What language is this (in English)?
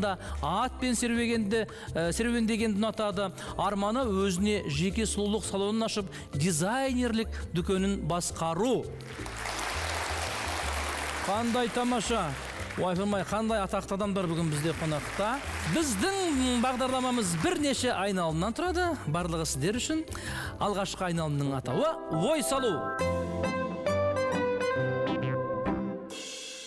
Kazakh